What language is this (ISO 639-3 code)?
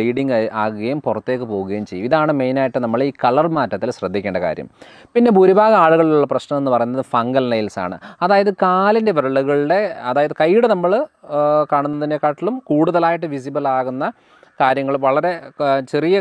mal